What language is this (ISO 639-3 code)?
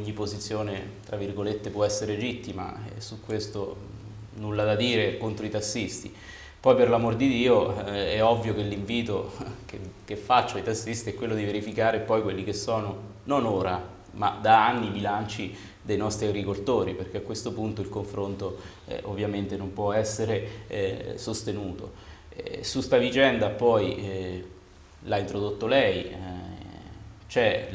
ita